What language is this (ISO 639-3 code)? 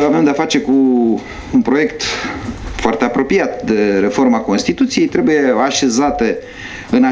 ron